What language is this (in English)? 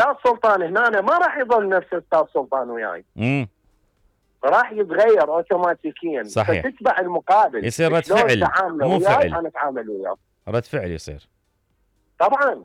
Mesopotamian Arabic